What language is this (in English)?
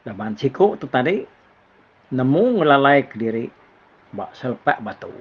Iban